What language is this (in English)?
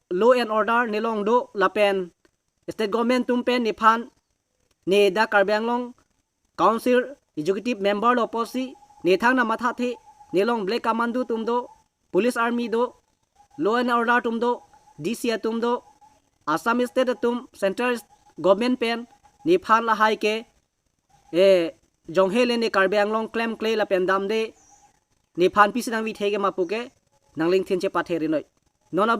Karbi